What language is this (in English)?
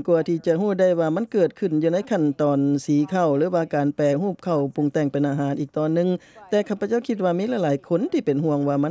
Lao